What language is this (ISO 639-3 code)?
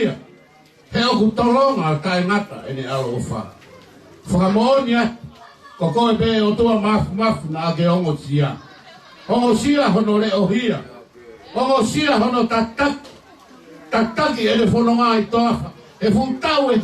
ton